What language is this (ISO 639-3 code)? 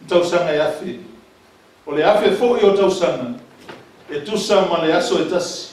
smo